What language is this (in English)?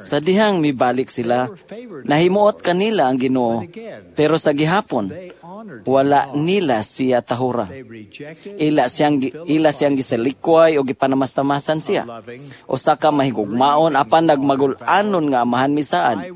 Cebuano